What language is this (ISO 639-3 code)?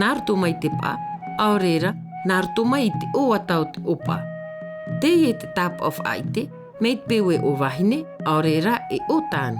tah